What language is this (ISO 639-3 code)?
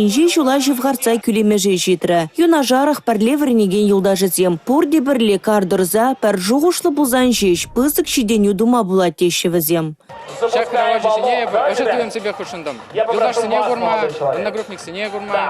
chv